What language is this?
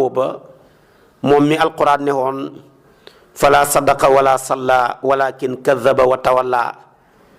Wolof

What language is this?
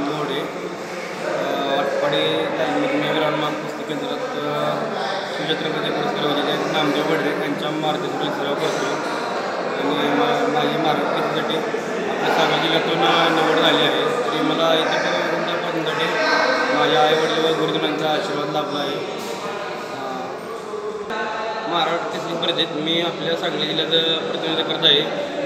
Marathi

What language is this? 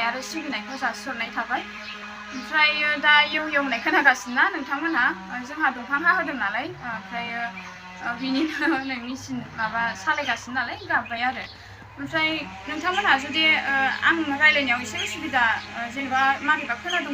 Bodo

